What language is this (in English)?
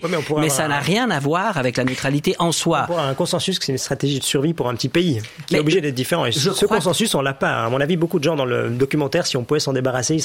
French